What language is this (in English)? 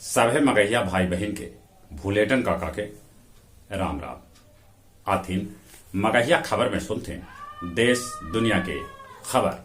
Magahi